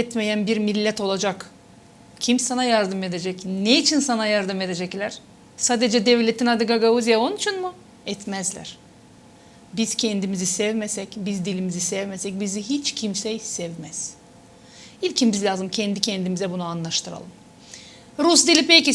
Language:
Gagauz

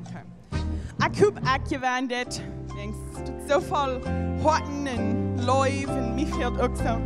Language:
Plautdietsch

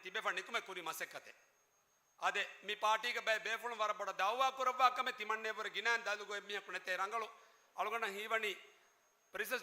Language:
Divehi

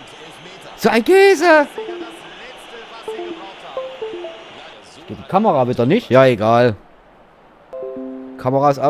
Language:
German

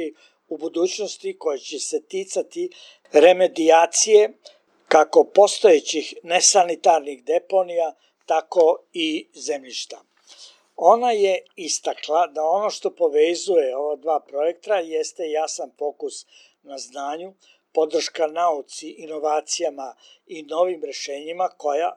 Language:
Serbian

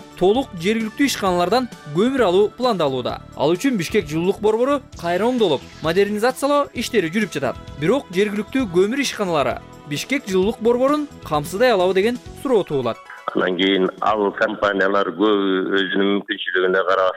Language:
Kyrgyz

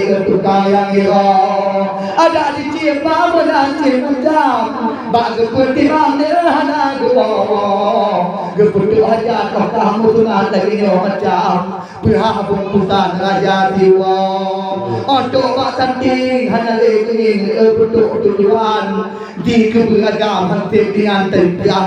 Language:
Achinese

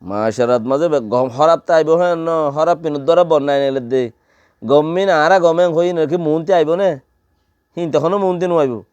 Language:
Rohingya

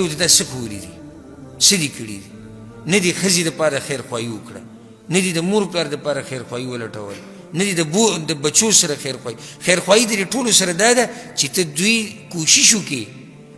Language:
Pashto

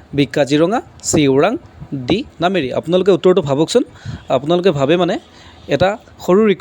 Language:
Assamese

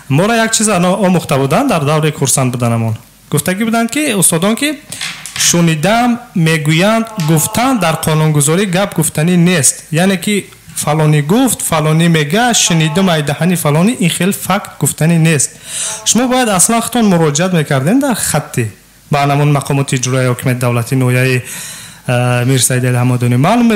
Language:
Tajik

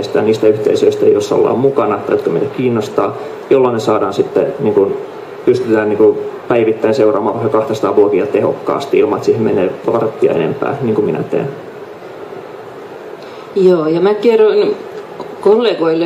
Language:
Finnish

